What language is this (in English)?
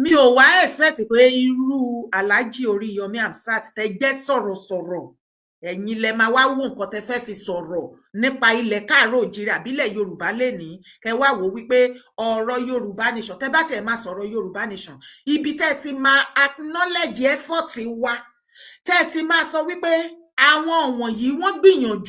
Yoruba